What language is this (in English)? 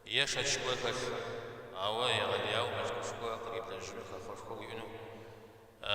Kabardian